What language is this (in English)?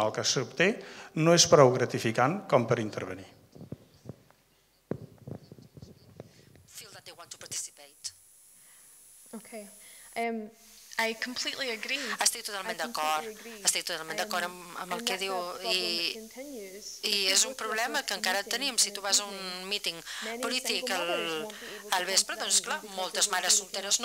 Catalan